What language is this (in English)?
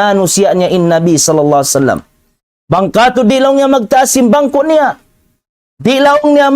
Tausug